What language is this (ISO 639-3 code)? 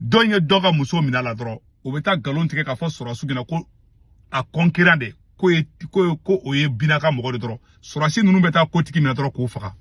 bam